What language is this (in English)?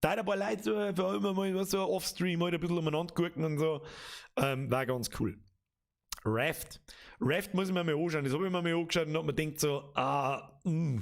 Bavarian